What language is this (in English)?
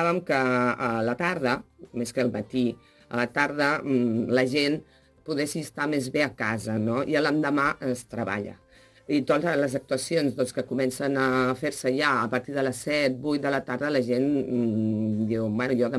Catalan